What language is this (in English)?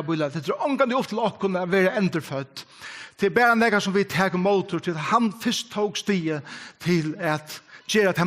Faroese